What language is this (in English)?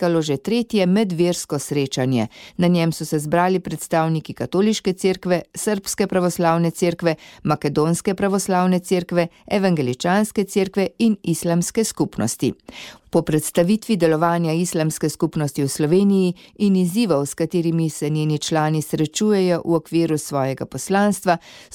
Slovenian